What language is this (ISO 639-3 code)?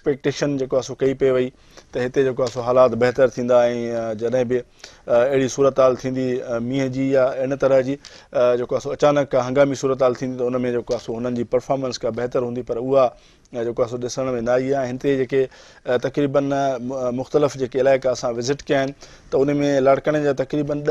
snd